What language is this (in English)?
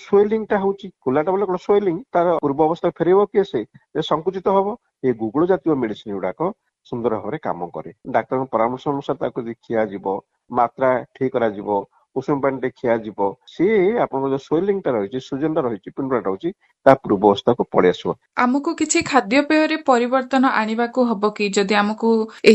Odia